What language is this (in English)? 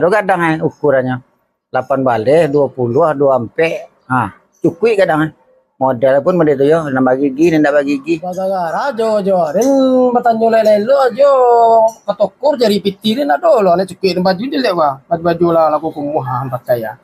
Minangkabau